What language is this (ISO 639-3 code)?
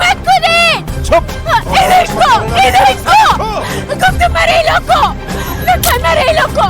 fas